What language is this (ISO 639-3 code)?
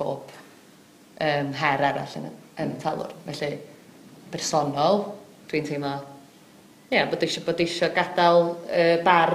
cym